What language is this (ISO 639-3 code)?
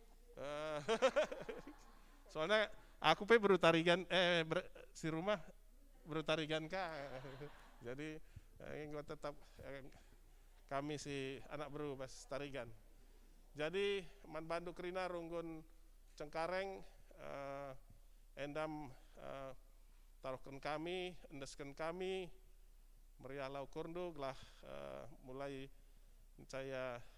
btx